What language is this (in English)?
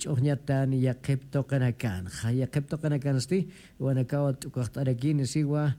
Aymara